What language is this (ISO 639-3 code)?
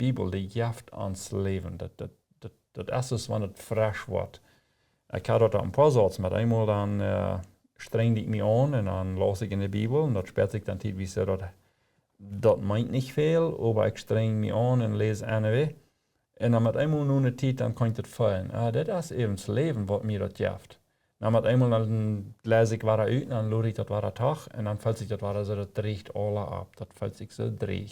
pdt